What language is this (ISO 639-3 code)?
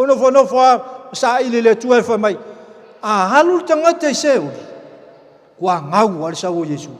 smo